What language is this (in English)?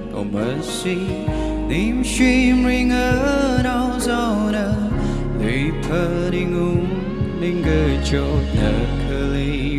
Tangkhul Naga (India)